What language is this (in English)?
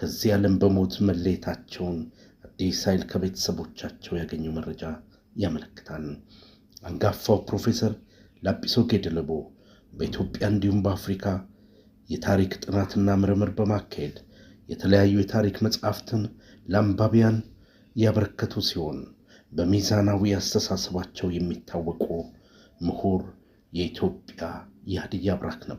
Amharic